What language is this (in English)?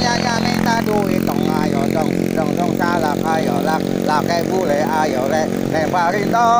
Betawi